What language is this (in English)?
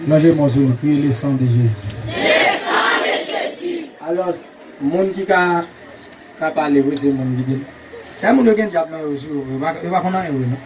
Haitian Creole